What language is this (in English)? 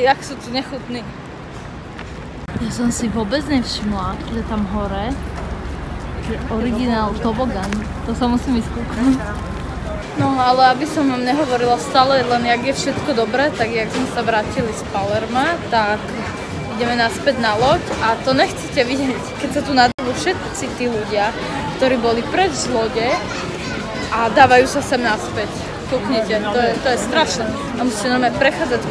Slovak